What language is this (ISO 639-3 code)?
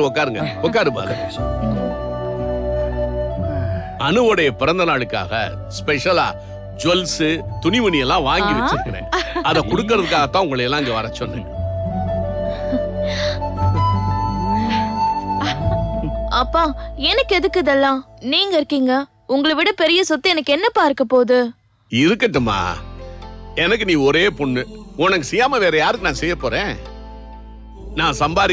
tam